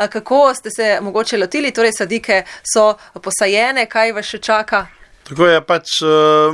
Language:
Slovenian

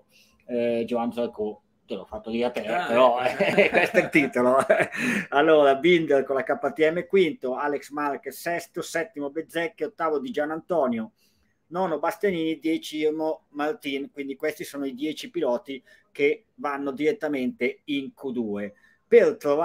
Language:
Italian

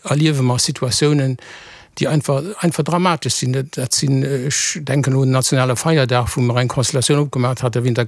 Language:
Luxembourgish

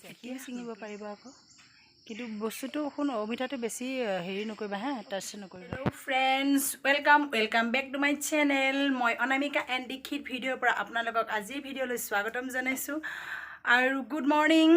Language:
Assamese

